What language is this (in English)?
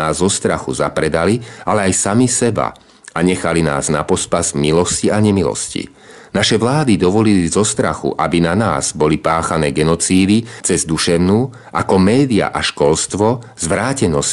Slovak